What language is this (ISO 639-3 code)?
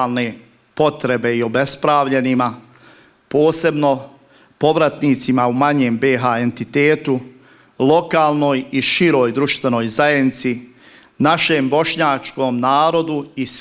bos